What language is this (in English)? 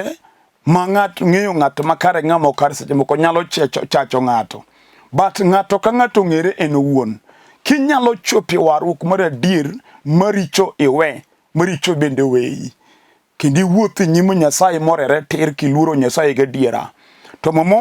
Luo (Kenya and Tanzania)